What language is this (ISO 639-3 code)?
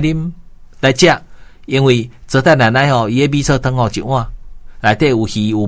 nan